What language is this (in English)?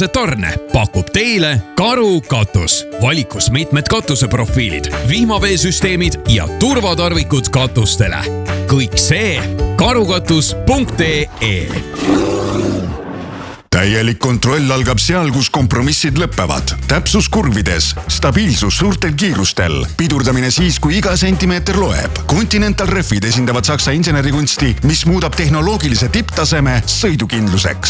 Estonian